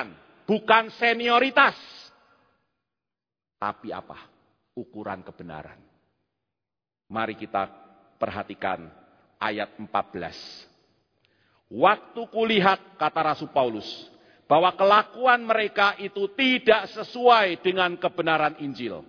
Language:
Indonesian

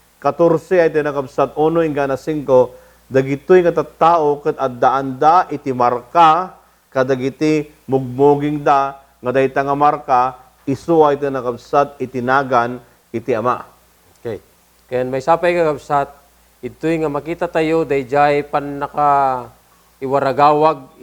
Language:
Iloko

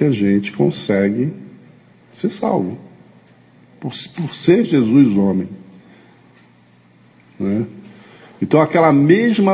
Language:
Portuguese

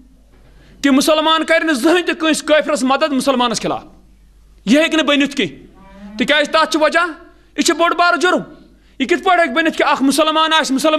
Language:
Kashmiri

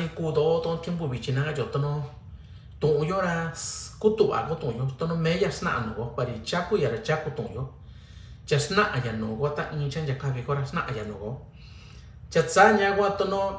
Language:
Mixtepec Mixtec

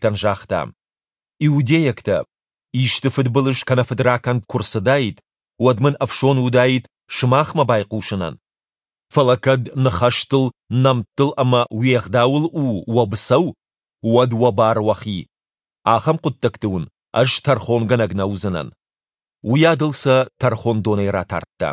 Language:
Ossetic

